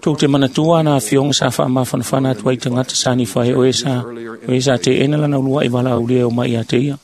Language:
Samoan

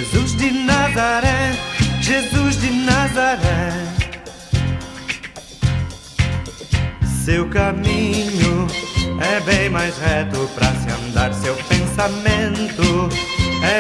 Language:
Portuguese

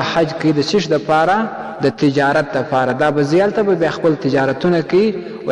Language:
Pashto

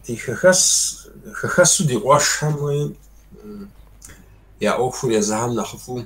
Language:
Kabardian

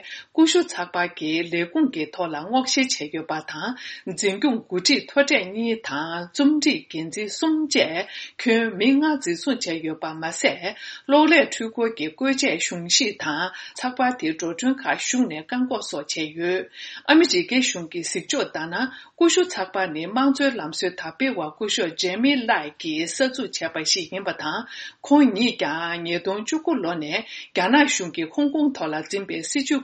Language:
Tibetan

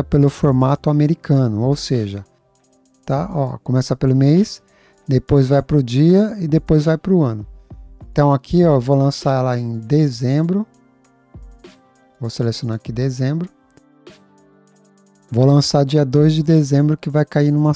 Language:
Portuguese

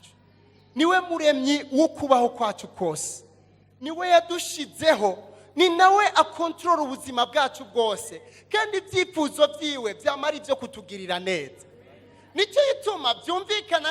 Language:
Rundi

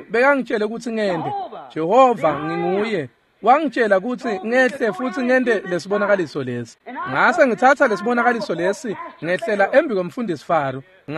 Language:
Swati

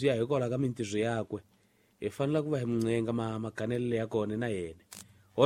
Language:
Tsonga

